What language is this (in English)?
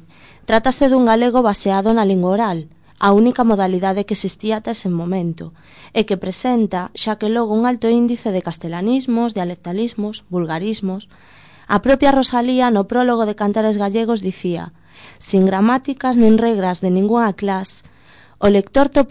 Galician